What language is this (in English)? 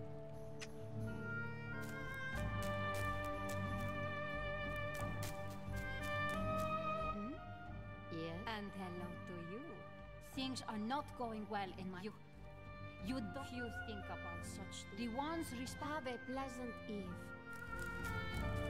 English